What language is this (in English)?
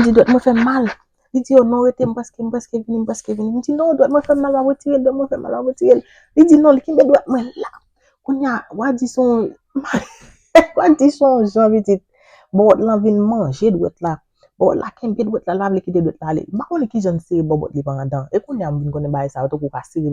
Haitian Creole